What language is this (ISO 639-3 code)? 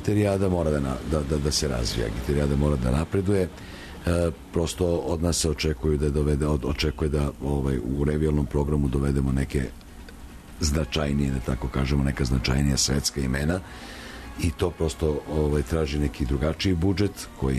srp